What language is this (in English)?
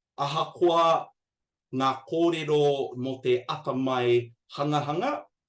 Māori